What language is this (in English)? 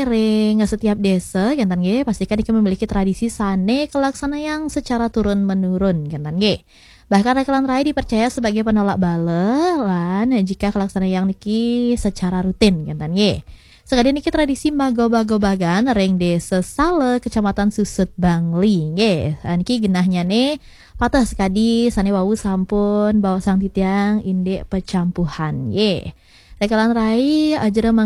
Balinese